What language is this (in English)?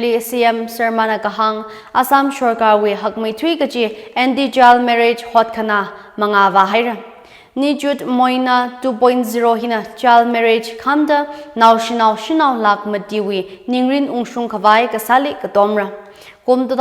Tangkhul Naga (India)